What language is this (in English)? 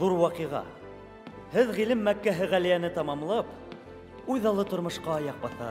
Bashkir